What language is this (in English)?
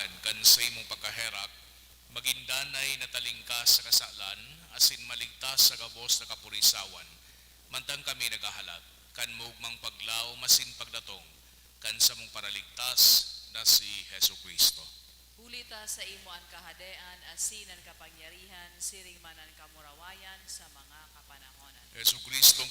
Bikol